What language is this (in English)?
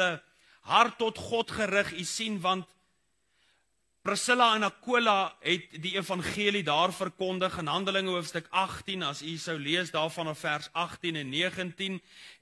Afrikaans